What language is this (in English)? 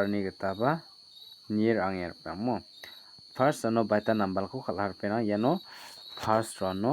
Garo